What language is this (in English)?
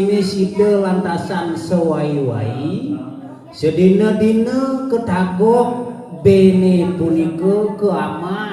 Balinese